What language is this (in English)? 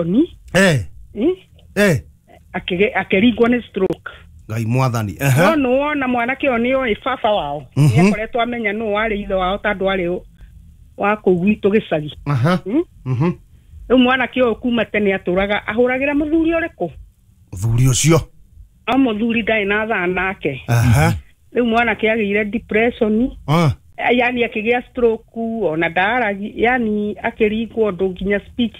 Kikuyu